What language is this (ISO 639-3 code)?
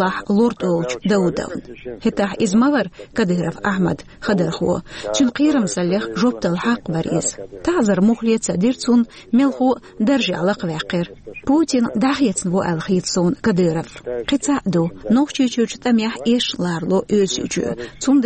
che